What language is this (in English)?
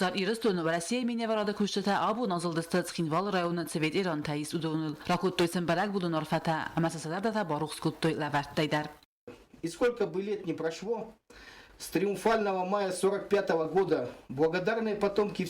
Ossetic